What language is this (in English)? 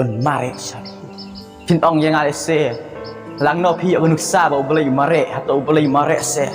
Khasi